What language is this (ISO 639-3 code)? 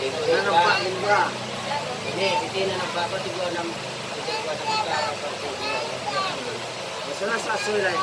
min